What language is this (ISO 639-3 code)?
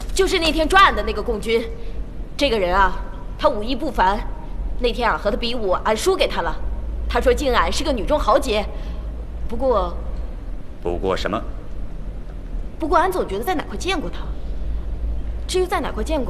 zho